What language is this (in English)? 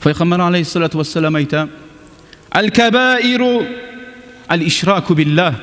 Kumyk